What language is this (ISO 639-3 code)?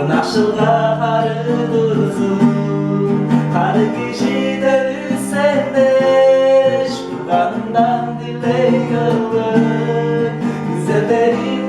tyv